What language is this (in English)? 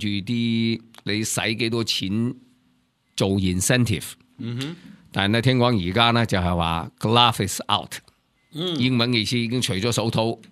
Cantonese